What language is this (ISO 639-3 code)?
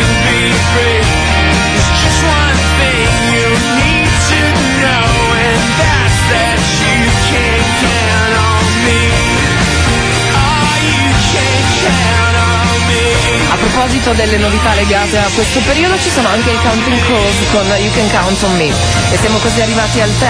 ita